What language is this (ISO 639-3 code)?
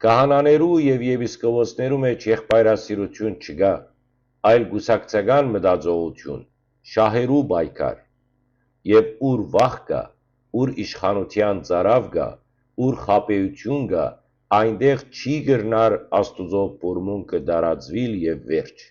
hyw